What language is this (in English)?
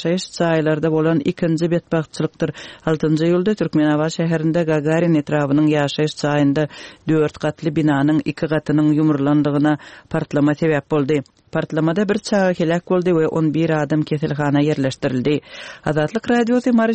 Turkmen